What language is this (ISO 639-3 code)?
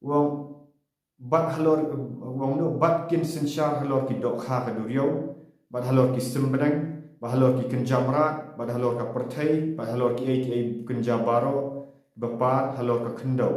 kha